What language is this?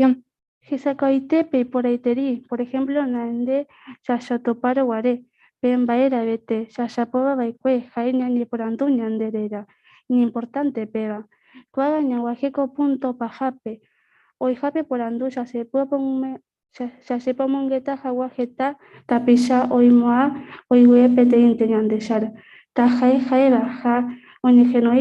Guarani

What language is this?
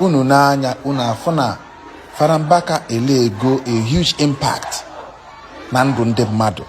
Igbo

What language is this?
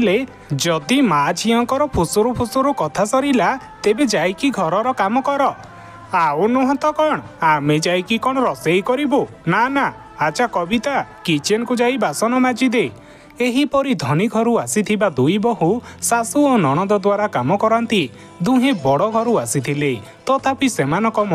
Odia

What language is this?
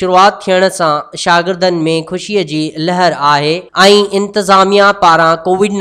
Sindhi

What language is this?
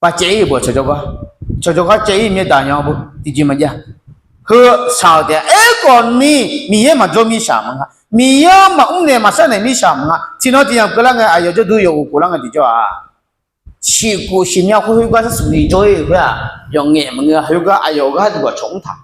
Akha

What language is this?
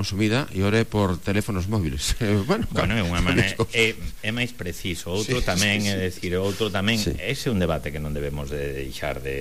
Galician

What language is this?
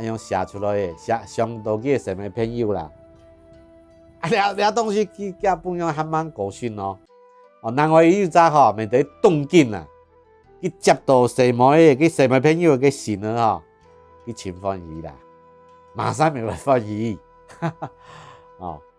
Hakka Chinese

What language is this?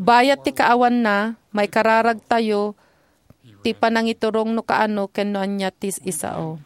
Iloko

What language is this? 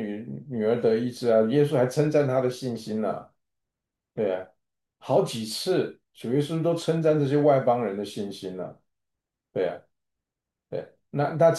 Chinese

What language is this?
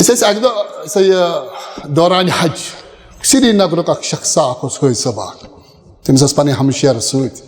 Kashmiri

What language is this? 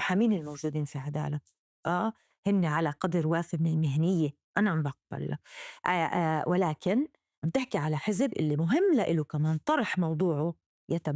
North Levantine Arabic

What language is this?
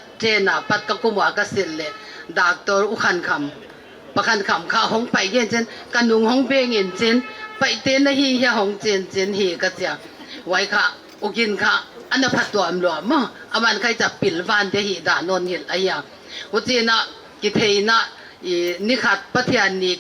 Paite Chin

